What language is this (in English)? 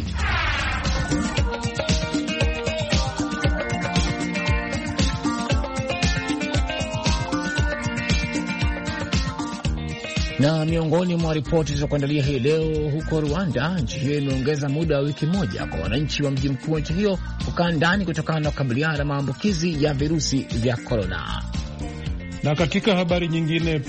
Swahili